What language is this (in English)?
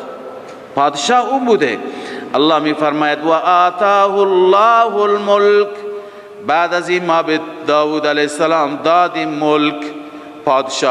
Persian